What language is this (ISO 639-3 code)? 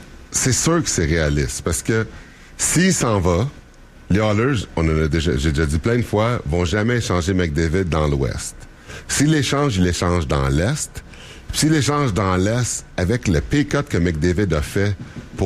fra